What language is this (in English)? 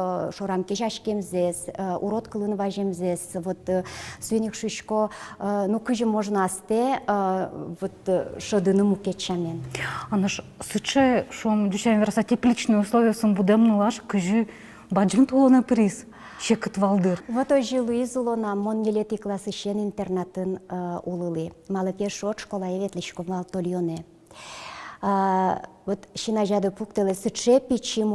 Udmurt